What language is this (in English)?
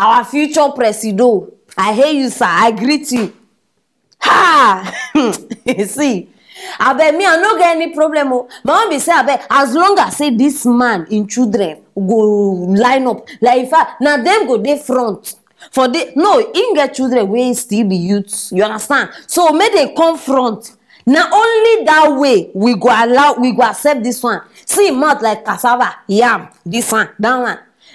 Nigerian Pidgin